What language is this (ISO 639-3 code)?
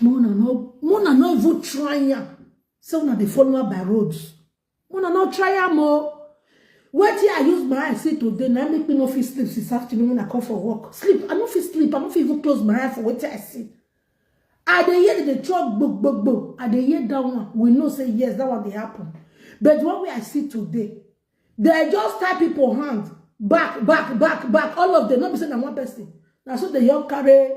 pcm